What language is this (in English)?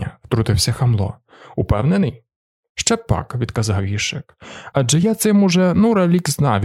Ukrainian